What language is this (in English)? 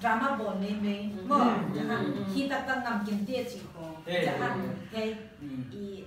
Paite Chin